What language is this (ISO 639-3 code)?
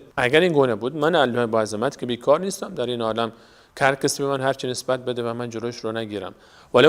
fas